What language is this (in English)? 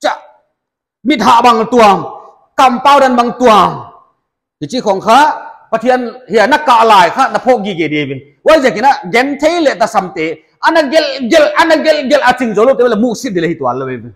Paite Chin